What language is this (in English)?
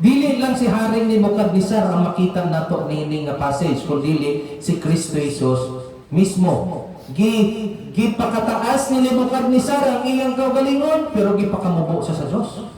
Cebuano